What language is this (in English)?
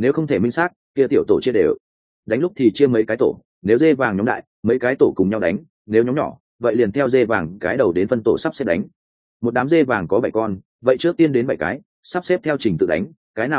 Vietnamese